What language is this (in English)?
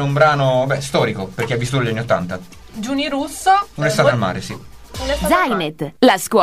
Italian